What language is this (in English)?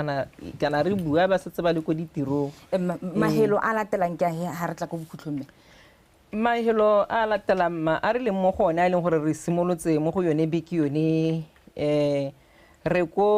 Tswana